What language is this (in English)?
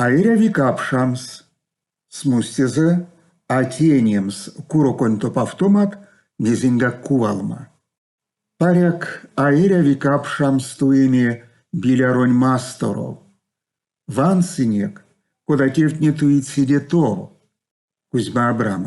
Erzya